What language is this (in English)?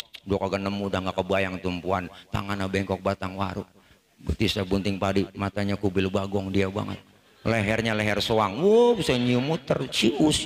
Betawi